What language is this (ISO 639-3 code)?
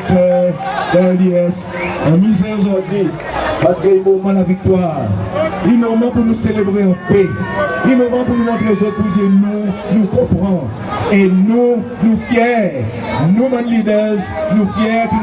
crs